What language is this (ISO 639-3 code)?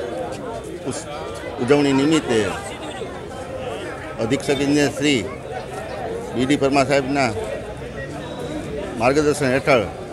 guj